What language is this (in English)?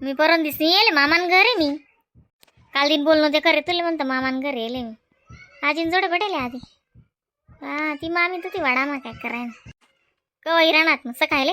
Khandesi